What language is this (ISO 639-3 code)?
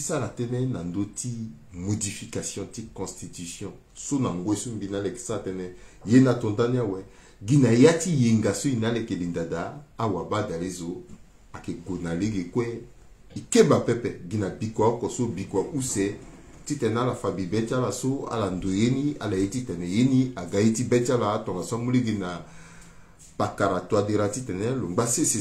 sag